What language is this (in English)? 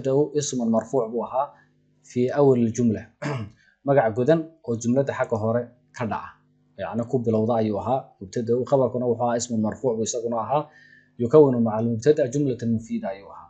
Somali